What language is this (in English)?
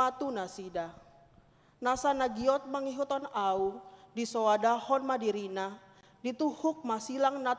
Batak Toba